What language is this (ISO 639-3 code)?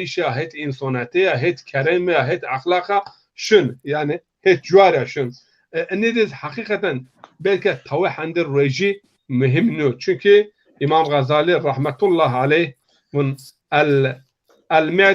zza